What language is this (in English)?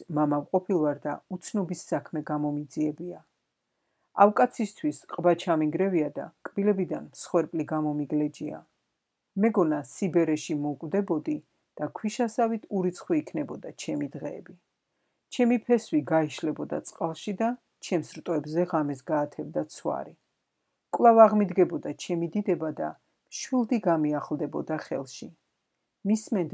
Georgian